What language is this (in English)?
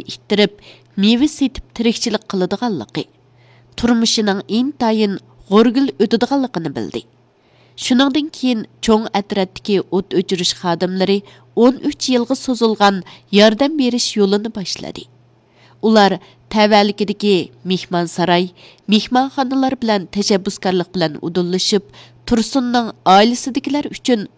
Uyghur